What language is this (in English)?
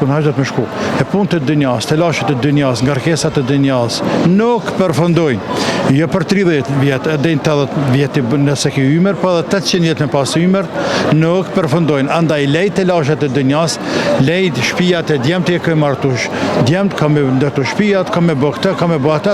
Albanian